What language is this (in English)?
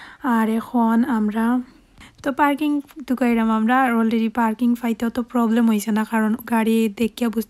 Sylheti